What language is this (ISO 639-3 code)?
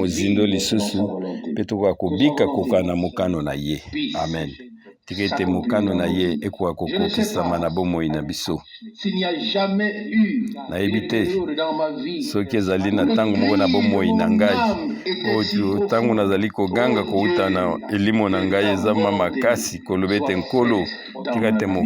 lin